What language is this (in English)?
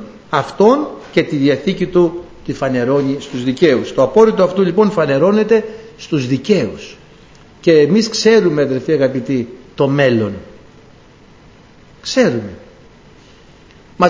Greek